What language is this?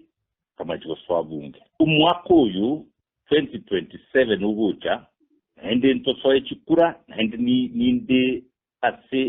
Gusii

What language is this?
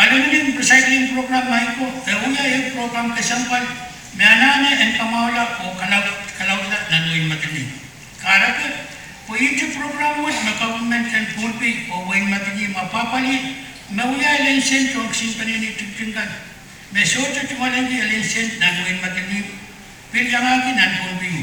Pohnpeian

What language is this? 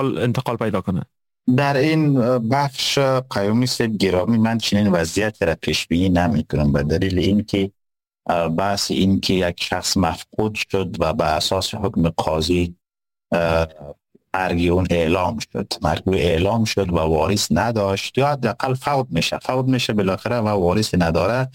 Persian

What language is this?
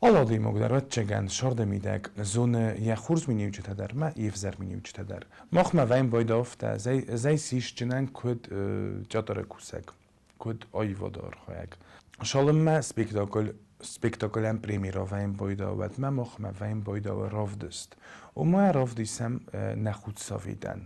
Ossetic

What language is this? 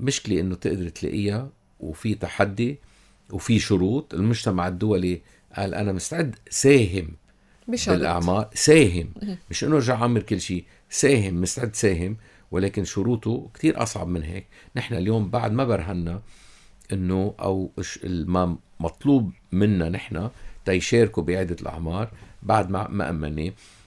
North Levantine Arabic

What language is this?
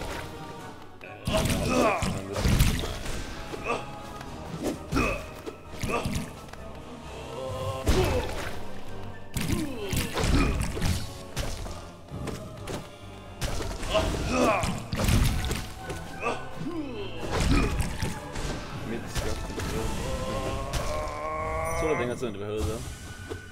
Danish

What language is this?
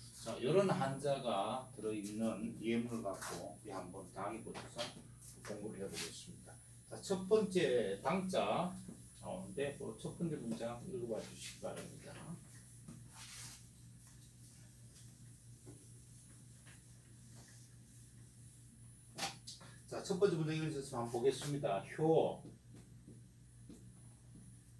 Korean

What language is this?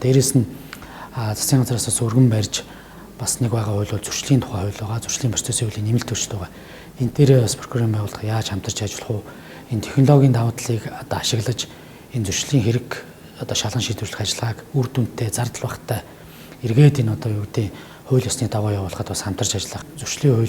Mongolian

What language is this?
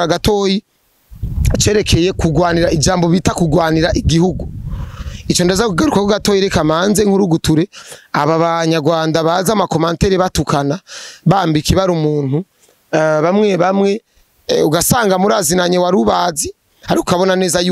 Rundi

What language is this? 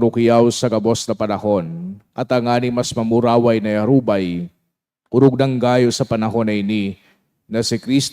Bikol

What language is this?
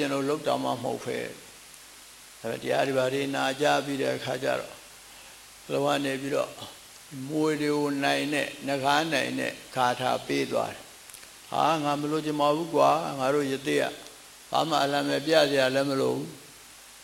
Burmese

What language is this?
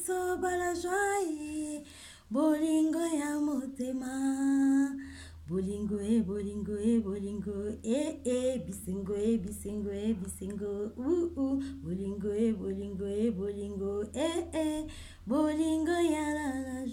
Lingala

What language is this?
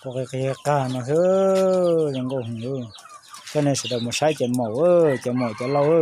Hmong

